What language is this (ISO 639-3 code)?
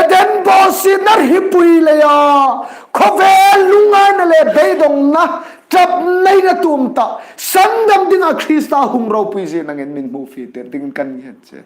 hmr